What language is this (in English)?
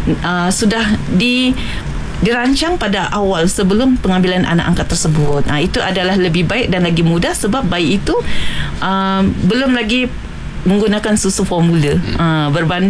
Malay